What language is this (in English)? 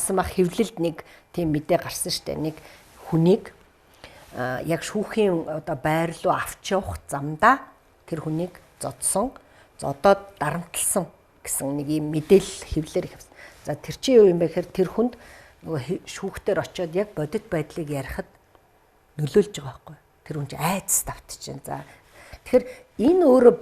Mongolian